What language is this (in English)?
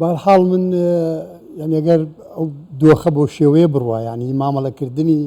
Central Kurdish